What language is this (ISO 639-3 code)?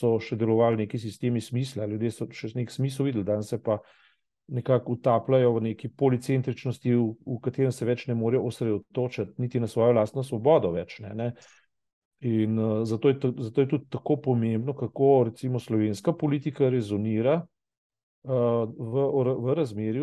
slv